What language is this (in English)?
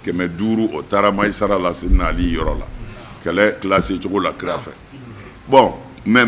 Bambara